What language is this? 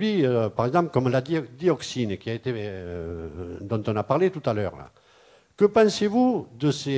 French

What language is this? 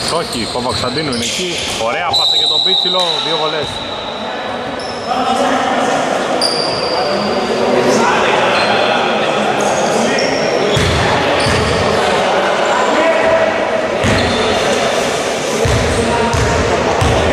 Greek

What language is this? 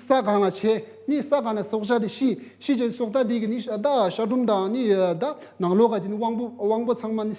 Tibetan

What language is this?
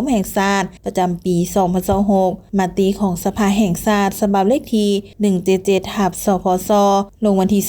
Lao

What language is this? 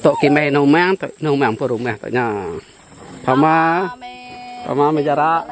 Iban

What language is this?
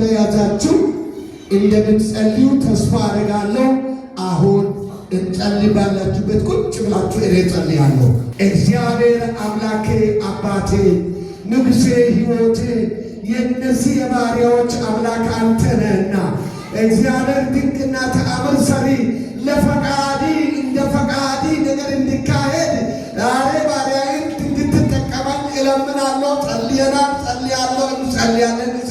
Amharic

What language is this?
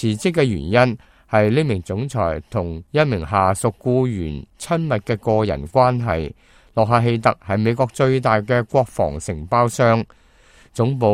Cantonese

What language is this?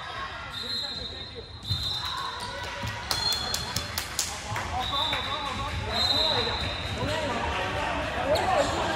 Chinese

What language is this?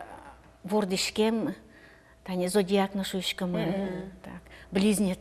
Udmurt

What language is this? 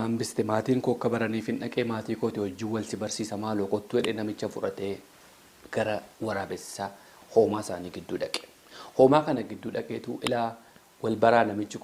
Oromo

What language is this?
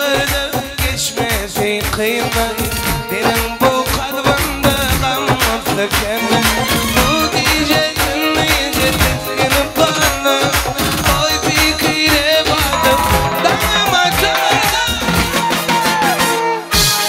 Turkish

